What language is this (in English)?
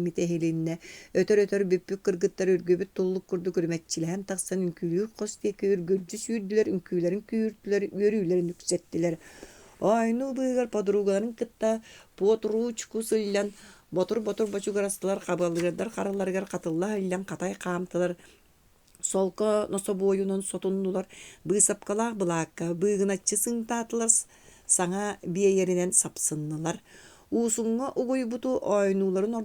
Yakut